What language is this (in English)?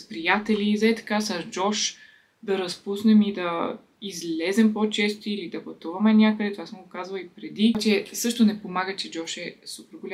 Bulgarian